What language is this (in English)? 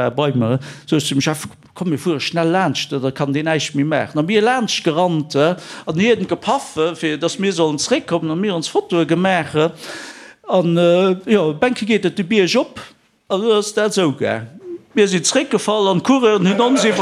Luxembourgish